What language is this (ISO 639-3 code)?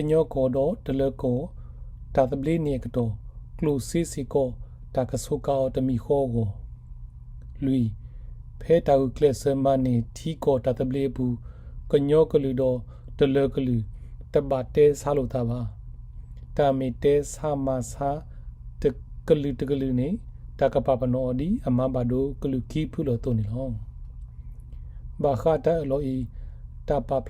ksw